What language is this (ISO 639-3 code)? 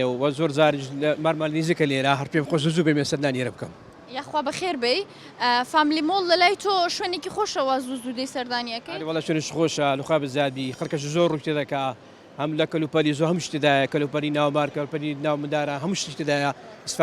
ckb